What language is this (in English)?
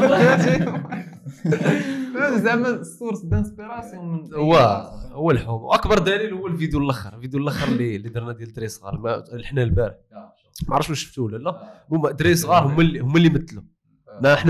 Moroccan Arabic